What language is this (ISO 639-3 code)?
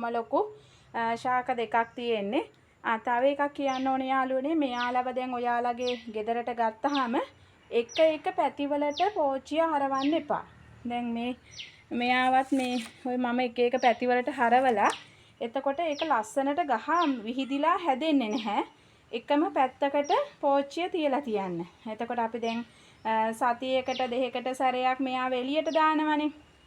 sin